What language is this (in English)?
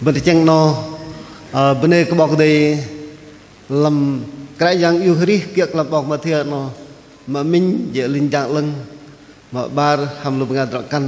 Bahnar